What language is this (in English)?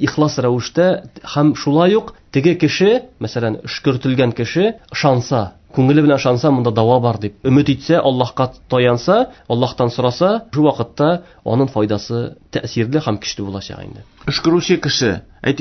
Tatar